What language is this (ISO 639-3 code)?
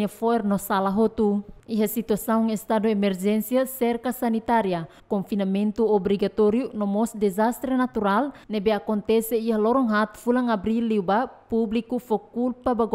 tet